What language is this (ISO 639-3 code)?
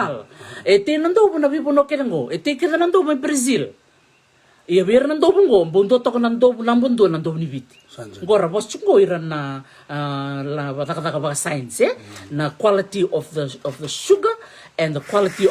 fij